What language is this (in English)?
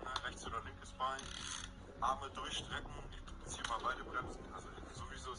Bavarian